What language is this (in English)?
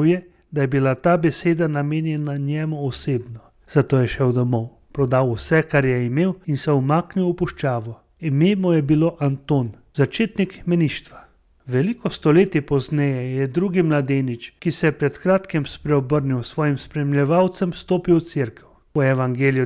Slovenian